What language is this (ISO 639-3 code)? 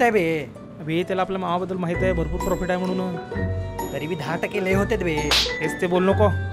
mar